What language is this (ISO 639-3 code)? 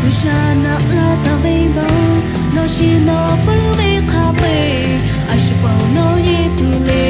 lhu